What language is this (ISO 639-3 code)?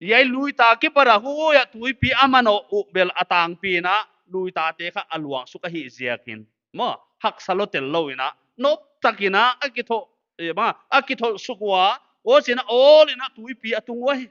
pck